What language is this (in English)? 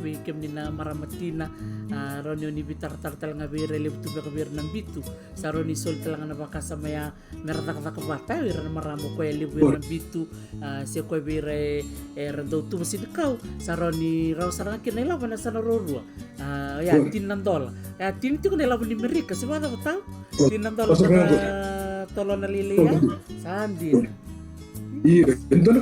Fijian